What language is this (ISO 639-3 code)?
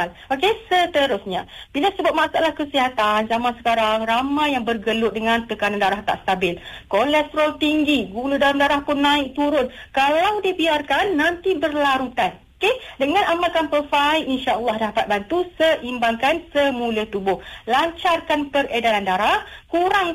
msa